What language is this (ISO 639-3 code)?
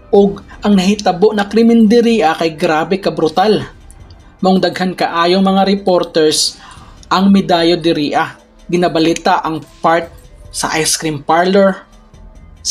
ceb